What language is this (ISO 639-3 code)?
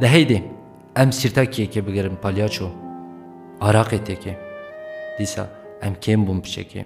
kur